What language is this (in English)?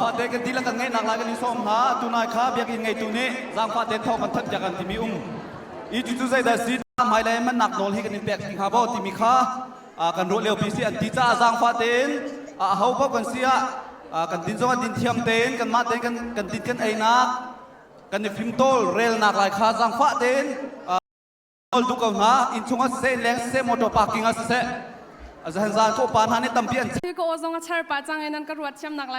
Hakha Chin